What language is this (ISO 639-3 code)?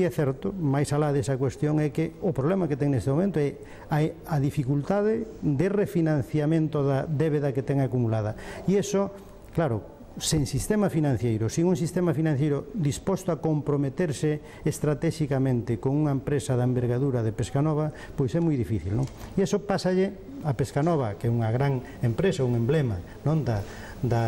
glg